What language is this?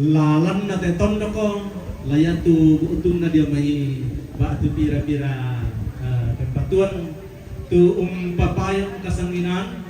Toraja-Sa'dan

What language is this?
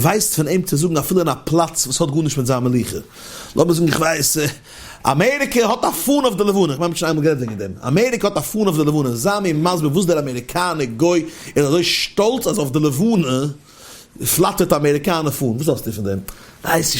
Yiddish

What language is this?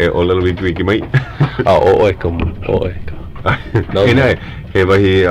Hawaiian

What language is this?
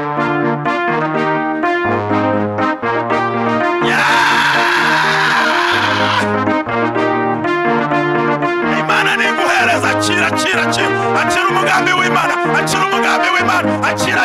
Kinyarwanda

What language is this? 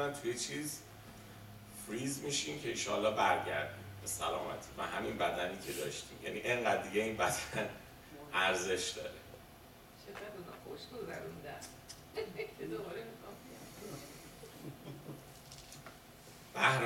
Persian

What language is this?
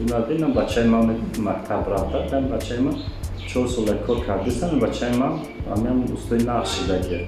Tajik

